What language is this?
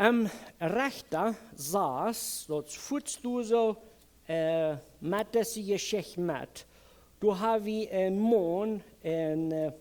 Plautdietsch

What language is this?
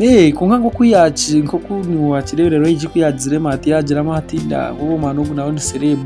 Nyankole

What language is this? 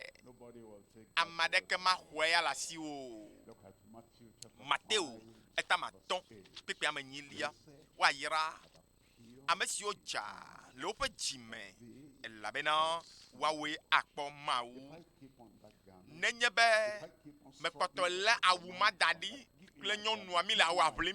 Ewe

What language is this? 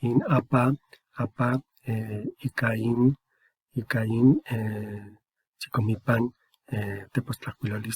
Eastern Huasteca Nahuatl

